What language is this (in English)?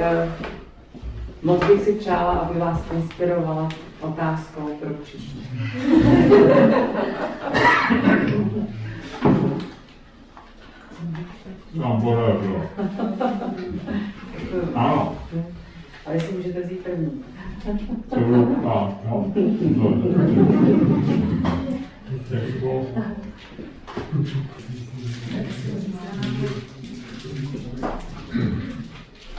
Czech